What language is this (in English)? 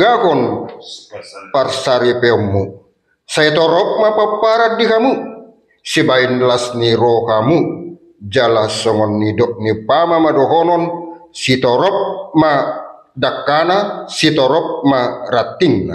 Batak Toba